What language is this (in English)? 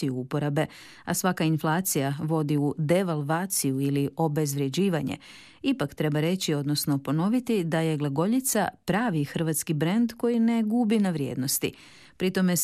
Croatian